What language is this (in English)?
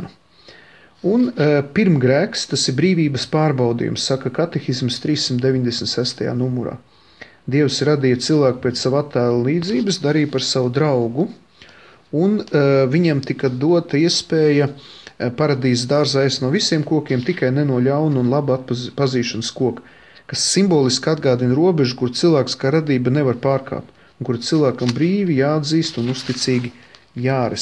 Latvian